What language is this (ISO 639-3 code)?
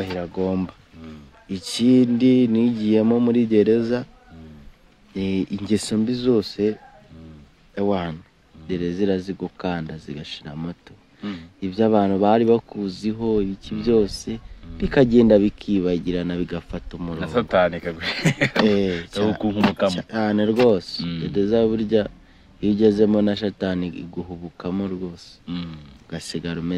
kin